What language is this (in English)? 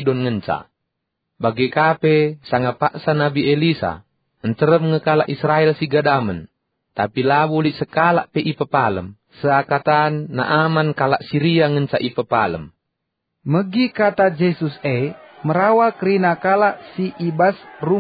Batak Karo